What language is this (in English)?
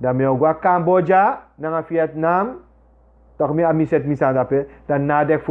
Sranan Tongo